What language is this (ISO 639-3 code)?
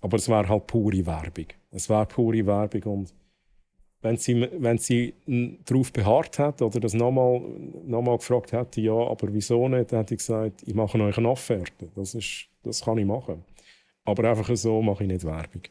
gsw